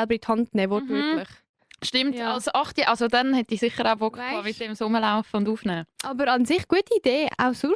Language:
Swiss German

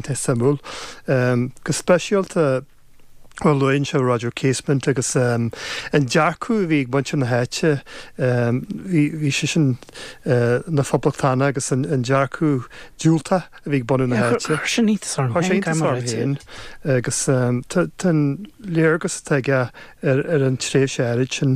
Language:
Irish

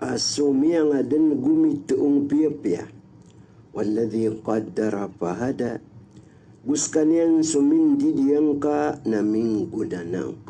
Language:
Maranao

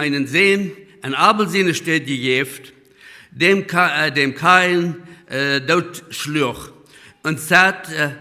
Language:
Plautdietsch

